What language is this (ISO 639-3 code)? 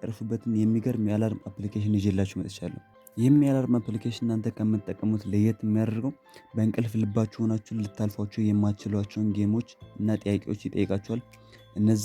amh